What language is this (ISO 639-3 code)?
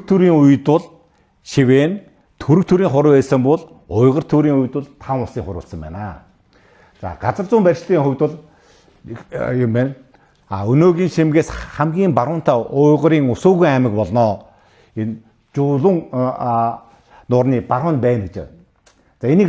mon